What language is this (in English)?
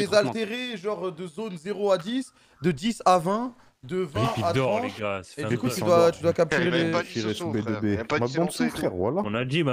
French